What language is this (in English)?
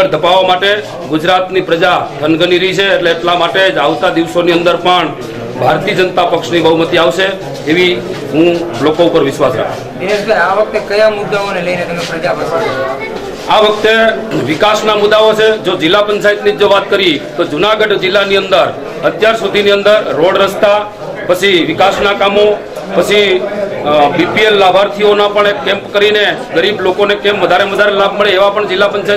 Gujarati